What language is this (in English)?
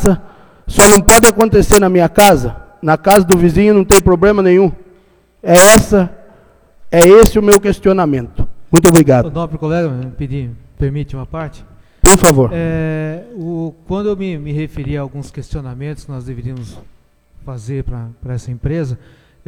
Portuguese